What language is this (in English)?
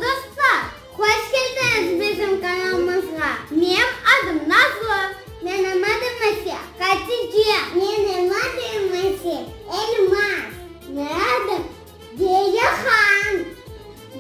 Crimean Tatar